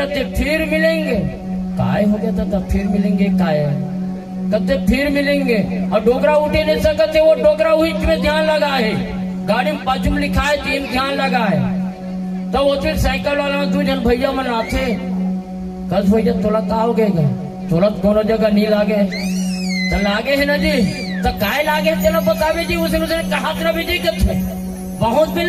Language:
Chhattisgarhi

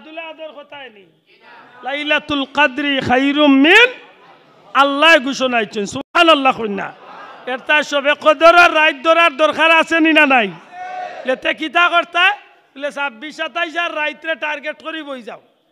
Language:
Sylheti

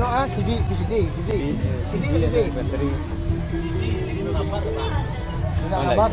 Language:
Minangkabau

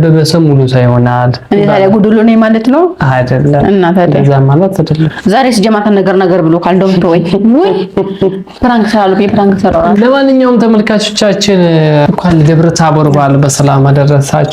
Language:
Amharic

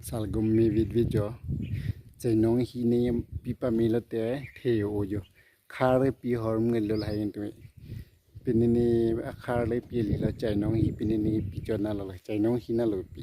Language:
Karbi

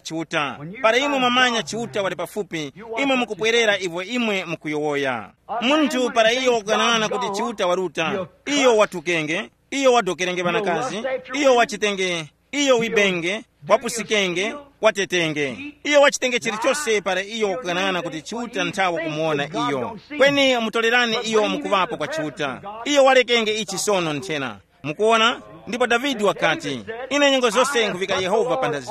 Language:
Tumbuka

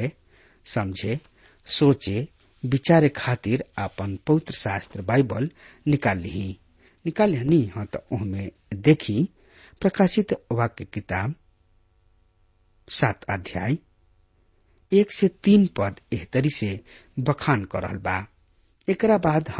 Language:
Bhojpuri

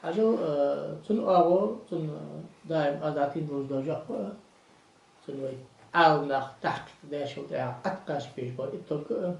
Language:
Ingush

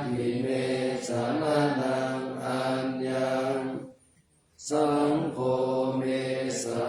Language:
Pali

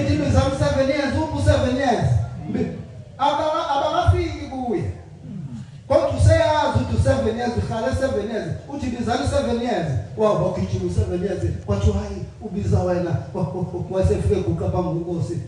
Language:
Zulu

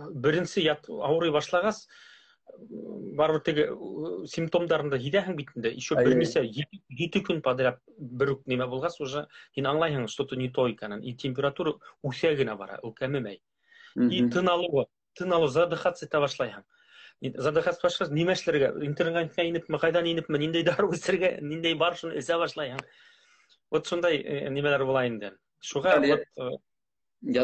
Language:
Bashkir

